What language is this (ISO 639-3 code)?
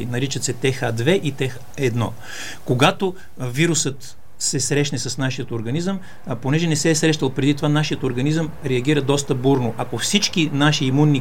bul